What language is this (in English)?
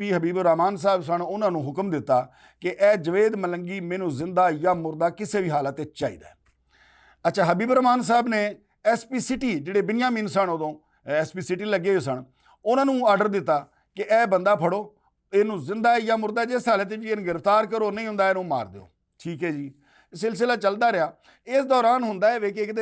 Western Panjabi